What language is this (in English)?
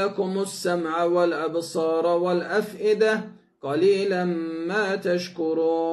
Arabic